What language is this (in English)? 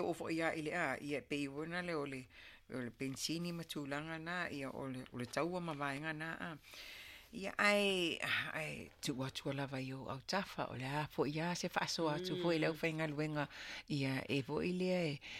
Samoan